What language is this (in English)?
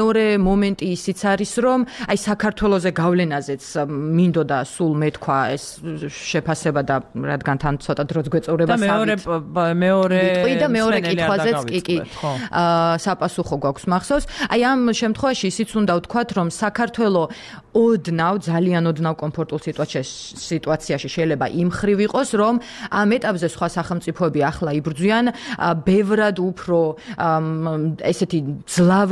Georgian